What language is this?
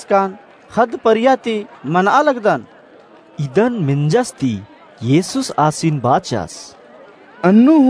Kurukh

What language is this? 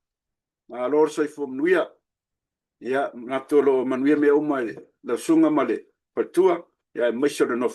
Samoan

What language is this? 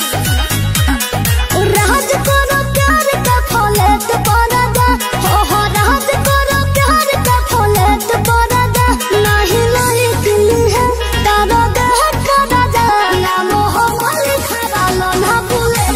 Bhojpuri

